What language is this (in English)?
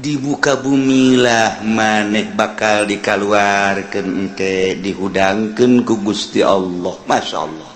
Sundanese